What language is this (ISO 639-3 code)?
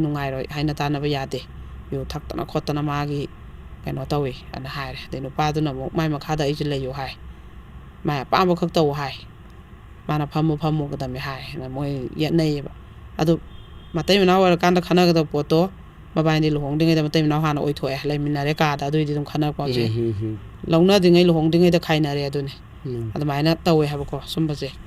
mni